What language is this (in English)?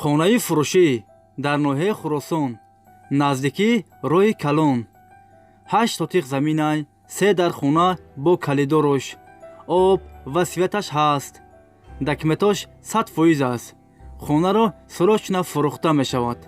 Tajik